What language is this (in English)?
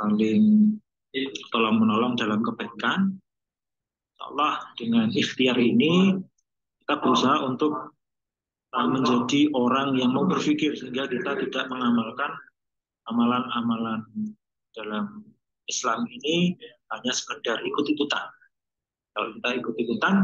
Indonesian